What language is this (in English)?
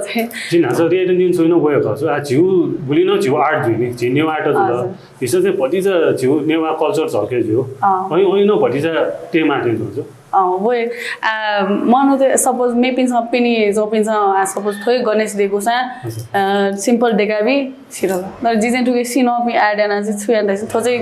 Newari